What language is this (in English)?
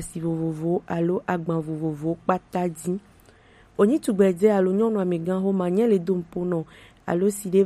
Gen